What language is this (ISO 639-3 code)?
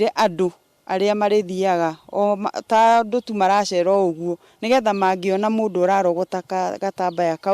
kik